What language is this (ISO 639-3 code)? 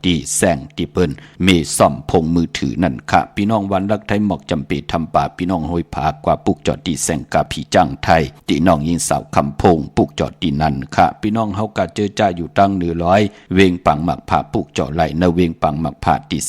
shn